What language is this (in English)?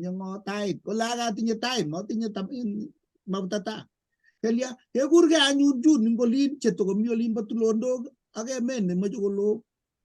Kalenjin